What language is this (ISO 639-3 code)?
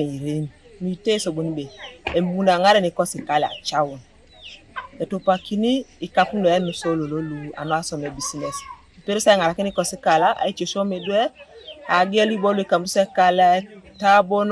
teo